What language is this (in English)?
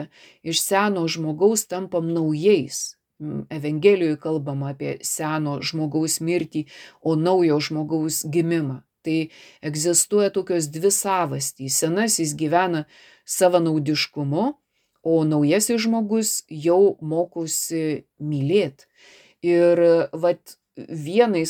Lithuanian